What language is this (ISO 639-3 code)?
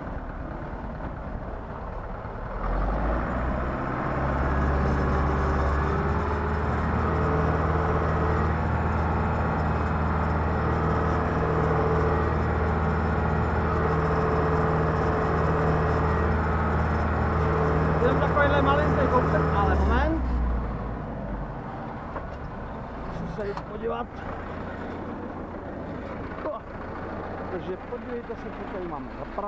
ces